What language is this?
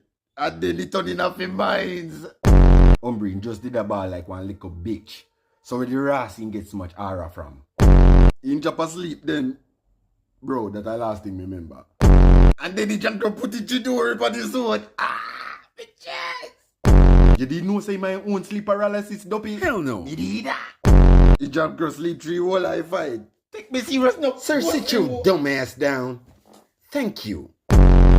Jamaican Creole English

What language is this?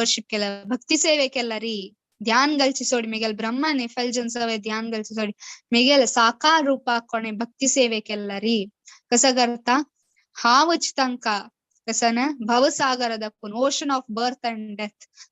Konkani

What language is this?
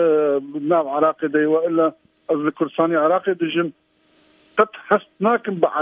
Kurdish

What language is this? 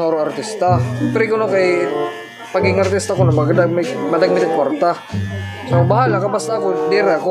Waray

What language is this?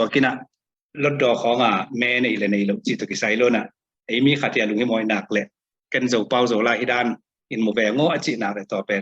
Tedim Chin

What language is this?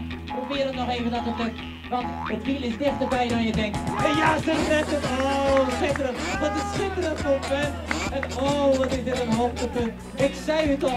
Western Frisian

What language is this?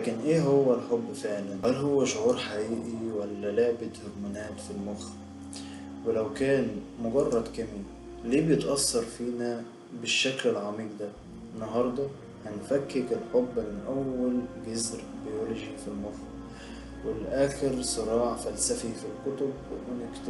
Egyptian Arabic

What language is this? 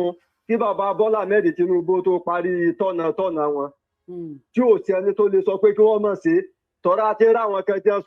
Yoruba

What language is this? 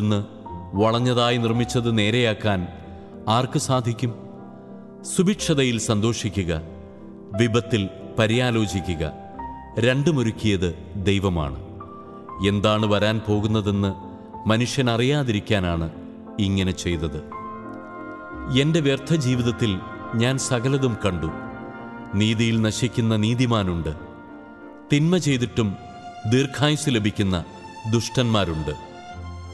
Malayalam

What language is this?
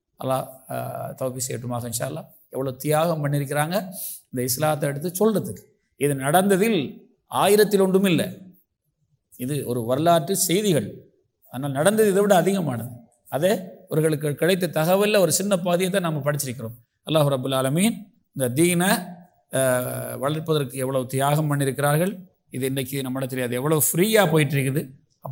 Tamil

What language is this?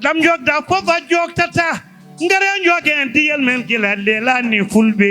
Fula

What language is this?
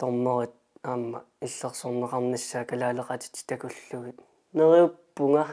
Kalaallisut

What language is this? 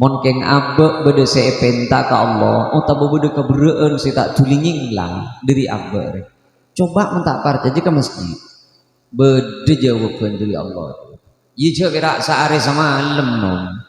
Madurese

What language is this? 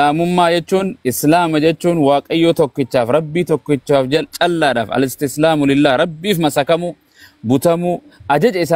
Oromo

